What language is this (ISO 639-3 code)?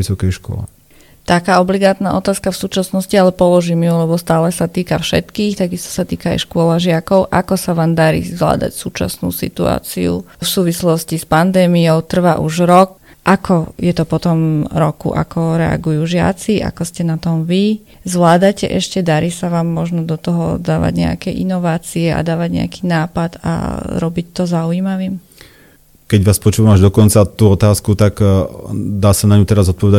slk